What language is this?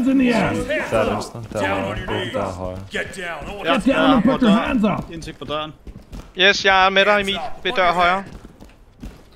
Danish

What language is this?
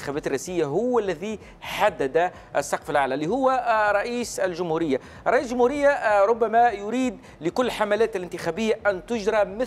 Tunisian Arabic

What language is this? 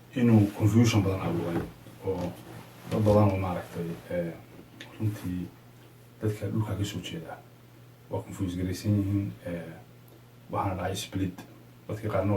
Somali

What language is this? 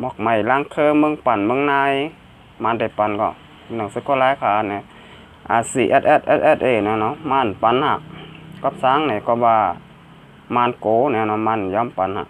Shan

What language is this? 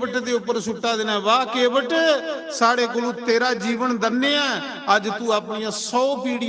Dogri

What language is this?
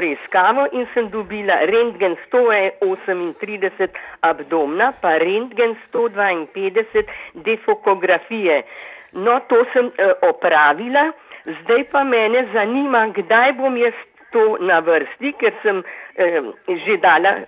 Slovenian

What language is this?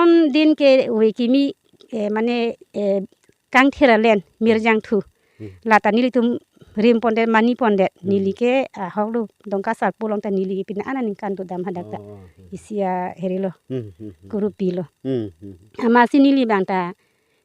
Karbi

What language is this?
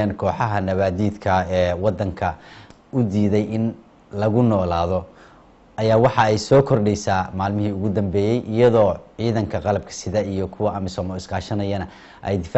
Somali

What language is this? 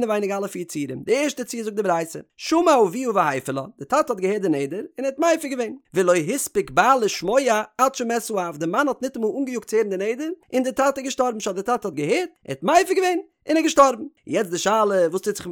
Yiddish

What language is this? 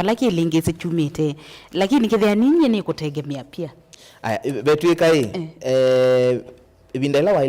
Kamba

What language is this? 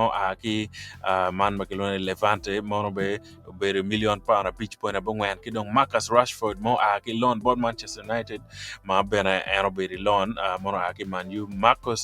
Acoli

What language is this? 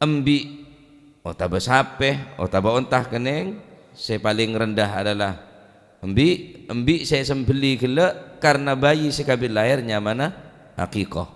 Madurese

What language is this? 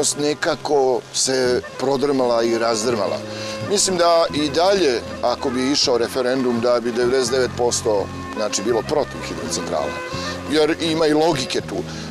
Serbian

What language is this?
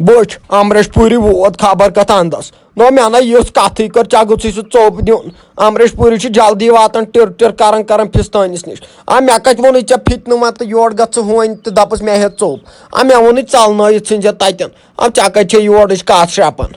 Kashmiri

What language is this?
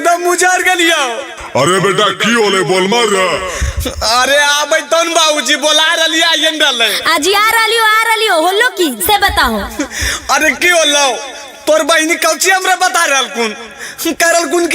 Magahi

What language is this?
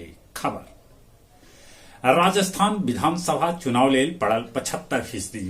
Magahi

